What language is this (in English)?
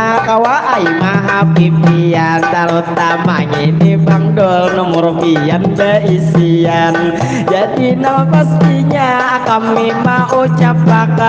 Banjar